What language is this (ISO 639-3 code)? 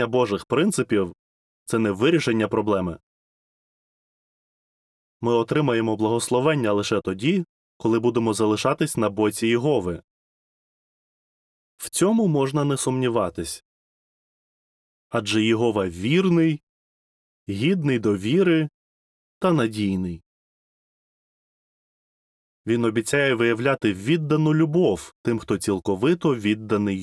ukr